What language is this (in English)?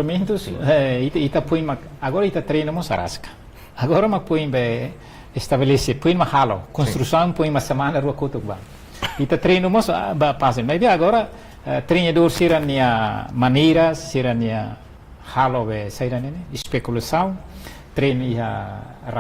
Tetum